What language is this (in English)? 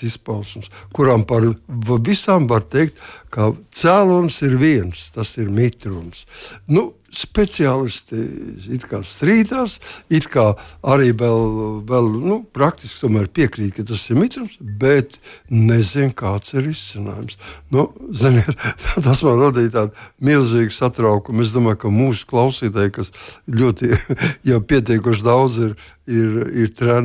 Latvian